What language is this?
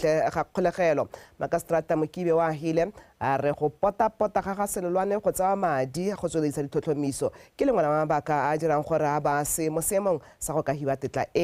Tswana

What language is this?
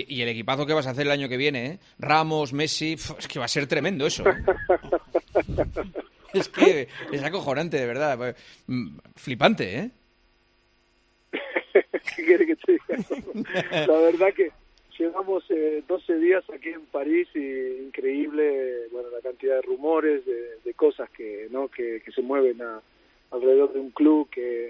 Spanish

